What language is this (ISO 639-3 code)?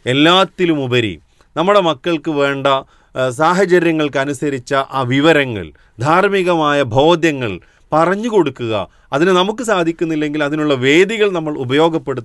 mal